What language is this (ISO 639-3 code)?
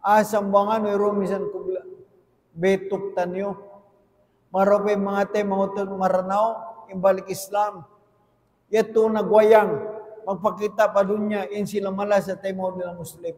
tsg